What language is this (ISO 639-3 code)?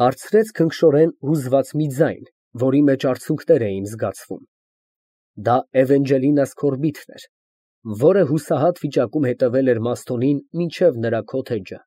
hye